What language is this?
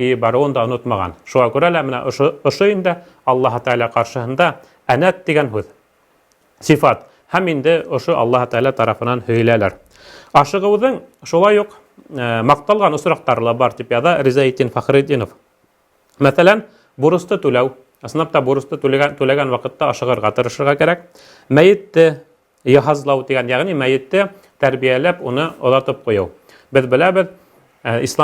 Bashkir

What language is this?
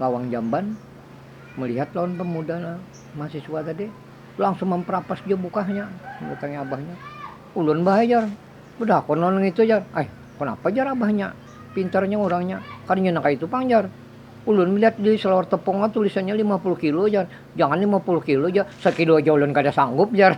Banjar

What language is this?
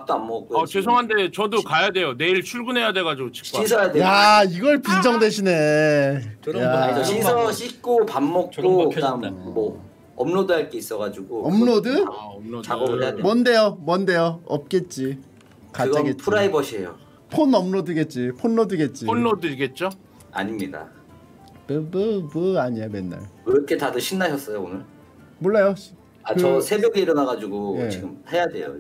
Korean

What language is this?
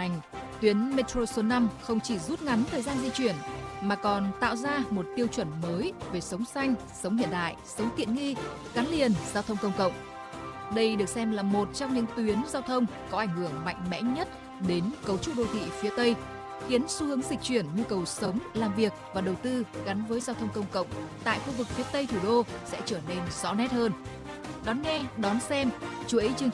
Vietnamese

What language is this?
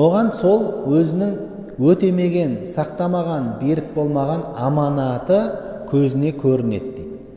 Kazakh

